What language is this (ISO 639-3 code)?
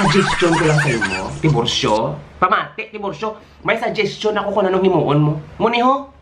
hil